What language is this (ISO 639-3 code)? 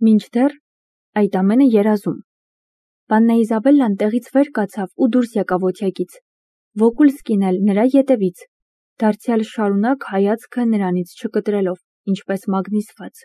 hye